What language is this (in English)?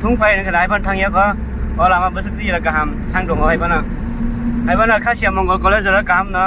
Kok Borok